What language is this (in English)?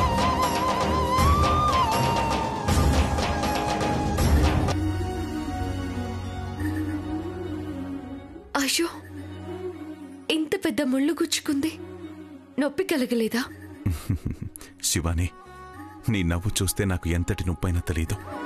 Telugu